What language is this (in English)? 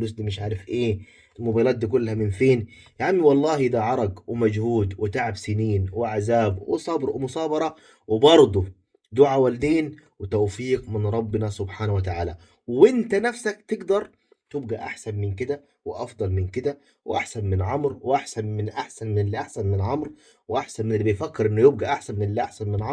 Egyptian Arabic